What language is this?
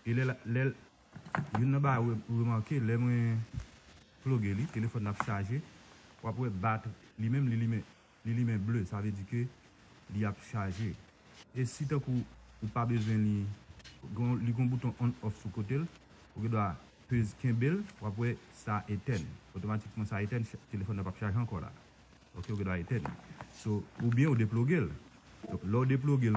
Haitian Creole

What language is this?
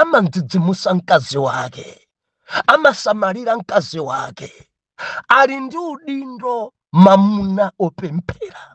Nyanja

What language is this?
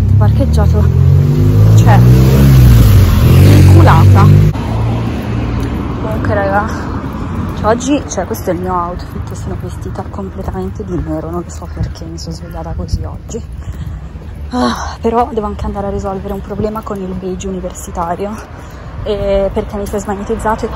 Italian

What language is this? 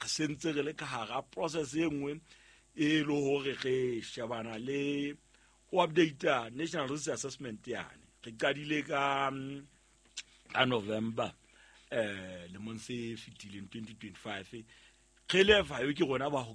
Southern Sotho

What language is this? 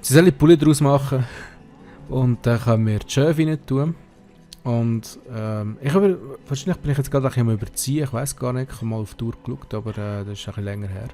Swiss German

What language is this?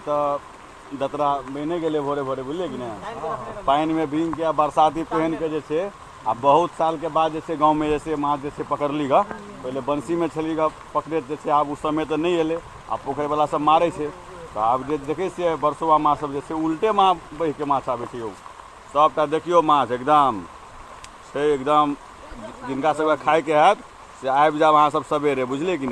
Maithili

